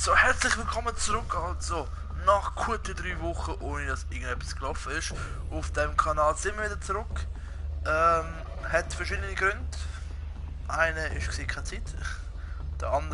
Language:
Swiss German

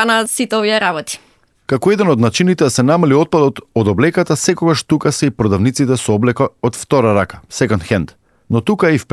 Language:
Macedonian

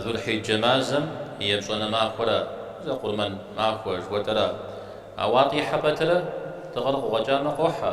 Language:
Kabardian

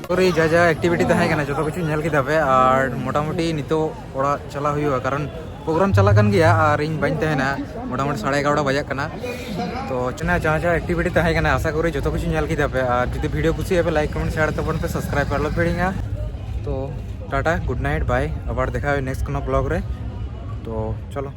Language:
Santali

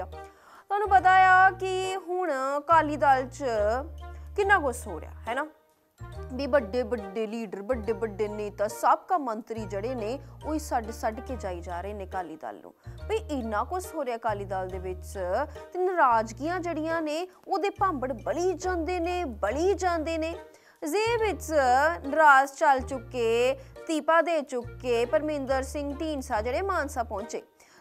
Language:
Punjabi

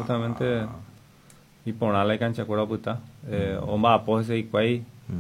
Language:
Guarani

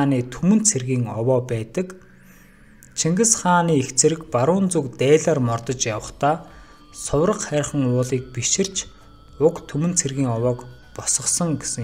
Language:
Mongolian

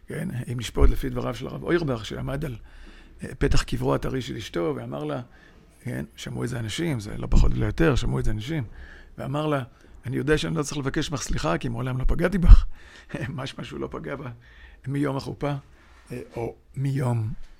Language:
Hebrew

